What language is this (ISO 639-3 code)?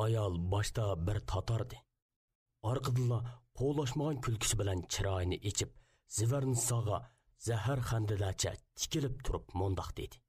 uig